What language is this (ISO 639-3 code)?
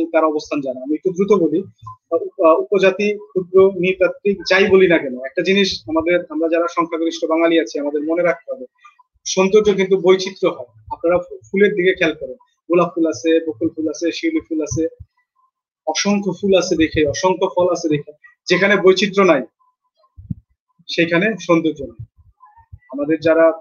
ben